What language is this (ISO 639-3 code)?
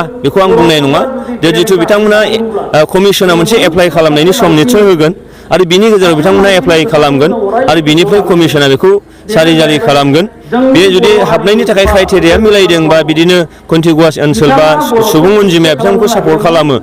brx